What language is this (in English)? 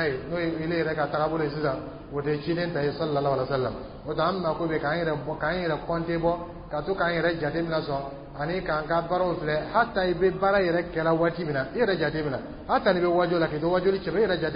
Dyula